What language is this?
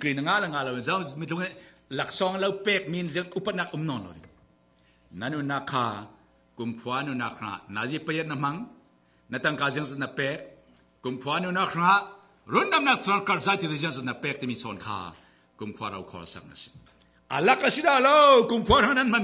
Falam Chin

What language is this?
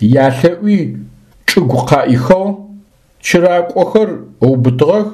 Adyghe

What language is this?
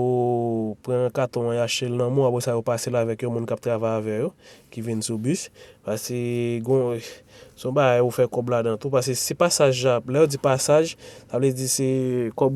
Haitian Creole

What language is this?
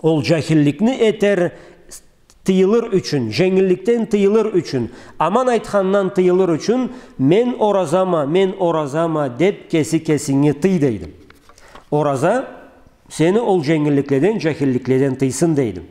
Karachay-Balkar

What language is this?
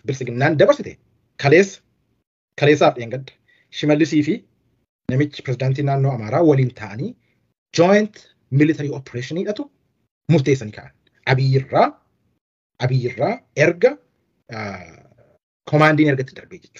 Oromo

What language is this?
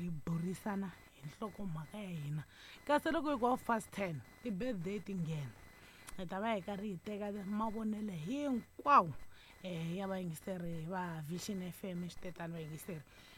Tsonga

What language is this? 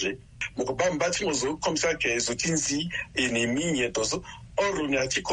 Sango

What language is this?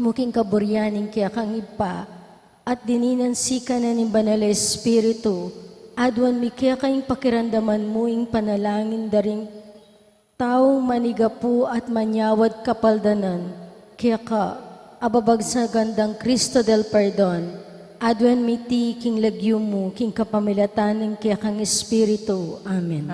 Pampanga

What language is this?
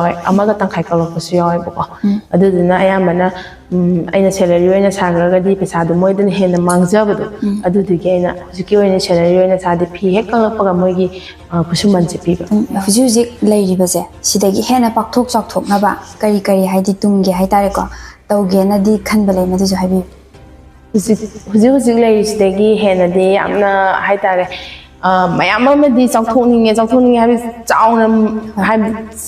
Manipuri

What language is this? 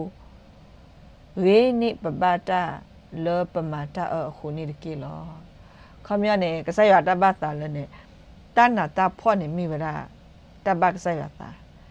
S'gaw Karen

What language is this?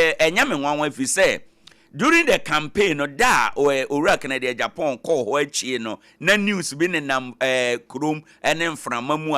Akan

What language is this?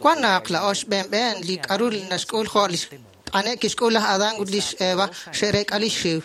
Kekchí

